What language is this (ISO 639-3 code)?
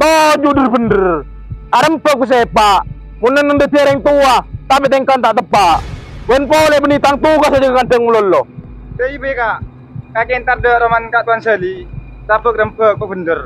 mad